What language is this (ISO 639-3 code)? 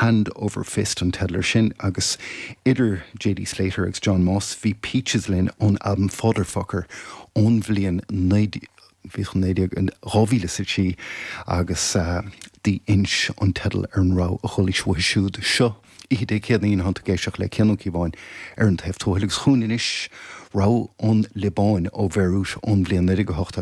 gle